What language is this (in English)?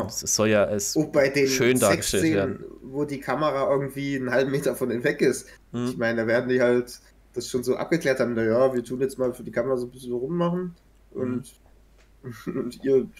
German